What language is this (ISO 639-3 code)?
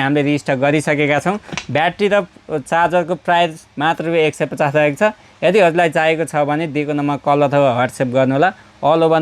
nep